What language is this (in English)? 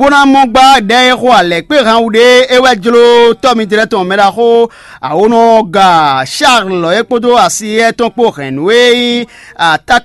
Fon